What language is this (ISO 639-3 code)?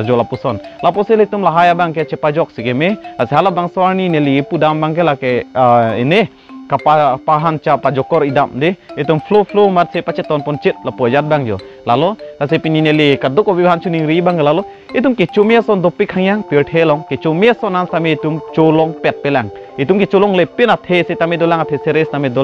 mjw